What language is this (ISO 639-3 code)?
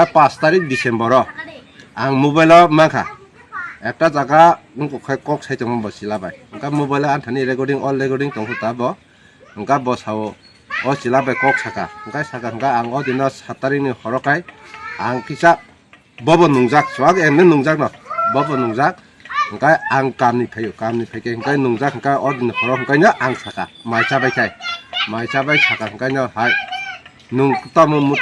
trp